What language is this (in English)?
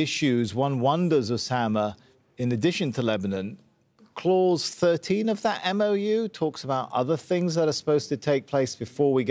English